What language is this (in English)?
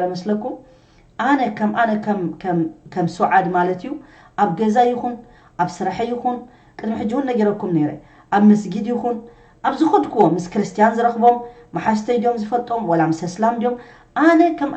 Tigrinya